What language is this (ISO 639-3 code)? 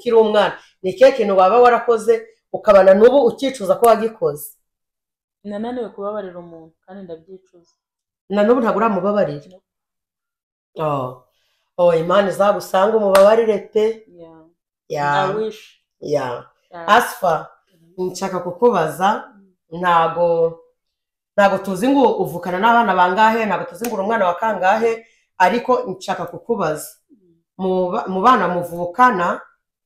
kin